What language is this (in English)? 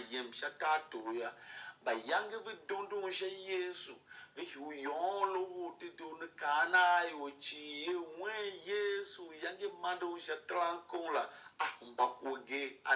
Tiv